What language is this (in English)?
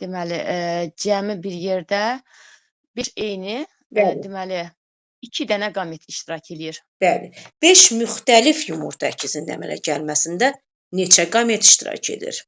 Azerbaijani